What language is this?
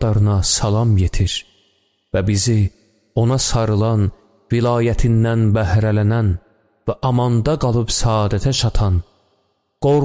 Azerbaijani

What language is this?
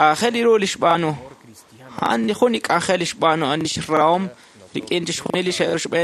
Kekchí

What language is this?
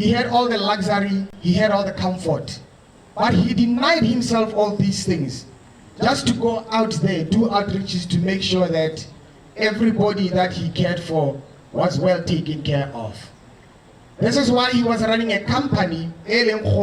Tswana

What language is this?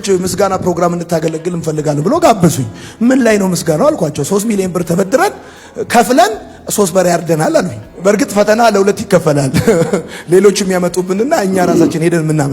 Amharic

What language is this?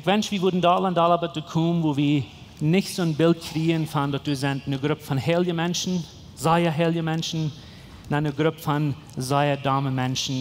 Plautdietsch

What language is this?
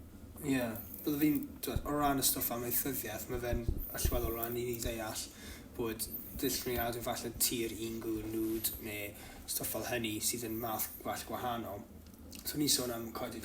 Welsh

